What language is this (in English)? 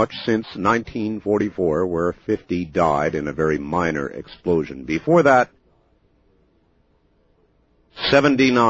English